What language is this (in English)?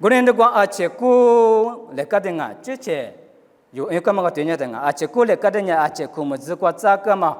Lisu